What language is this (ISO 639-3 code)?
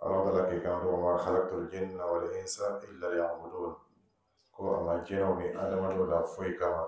dyu